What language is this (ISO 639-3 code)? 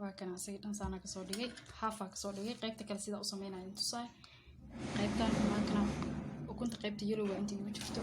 som